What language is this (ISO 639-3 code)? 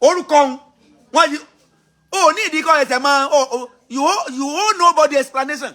yor